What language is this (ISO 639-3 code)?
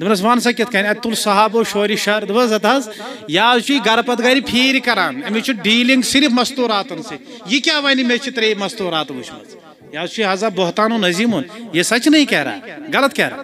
kas